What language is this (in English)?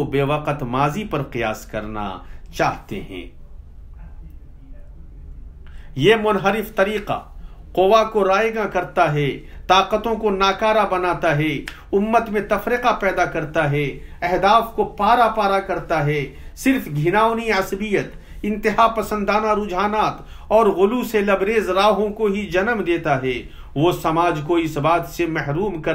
Urdu